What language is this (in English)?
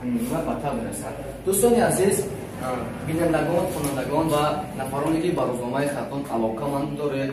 Tajik